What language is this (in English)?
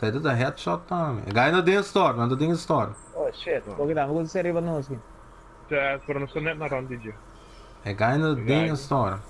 Papiamento